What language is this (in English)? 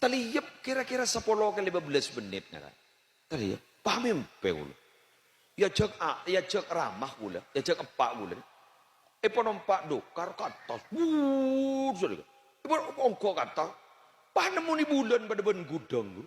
Madurese